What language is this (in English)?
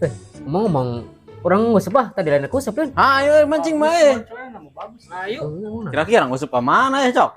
Sundanese